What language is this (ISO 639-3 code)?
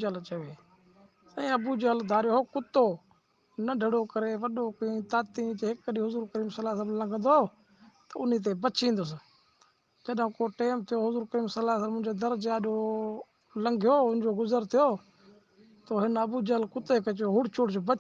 snd